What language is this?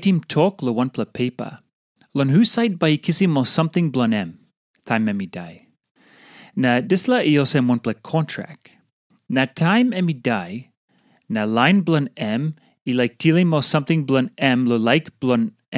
Tok Pisin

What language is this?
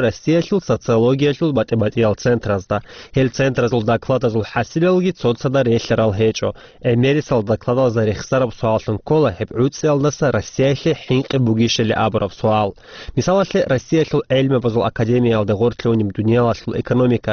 Avaric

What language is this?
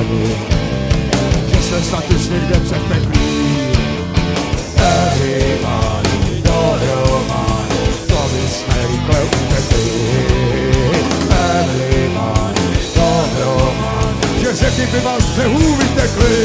Czech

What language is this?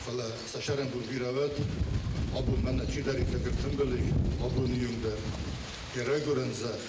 Ossetic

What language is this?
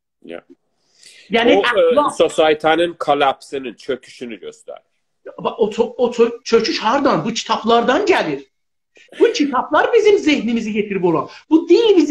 South Azerbaijani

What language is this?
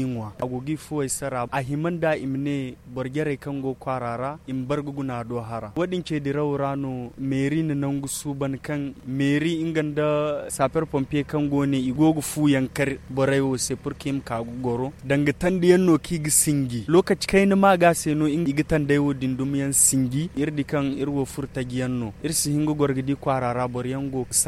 Zarma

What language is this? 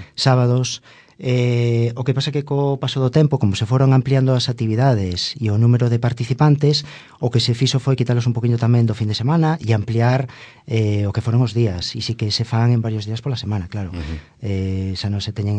Galician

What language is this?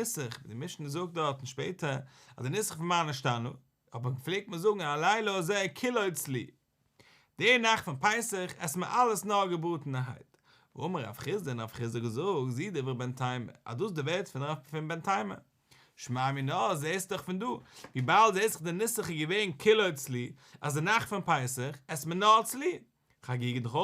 Yiddish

